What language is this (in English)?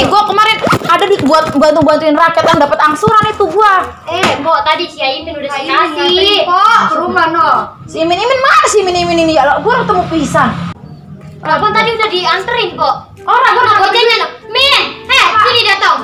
Betawi